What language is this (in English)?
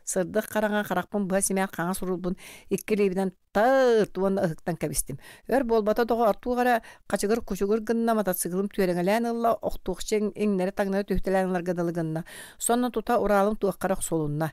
Yakut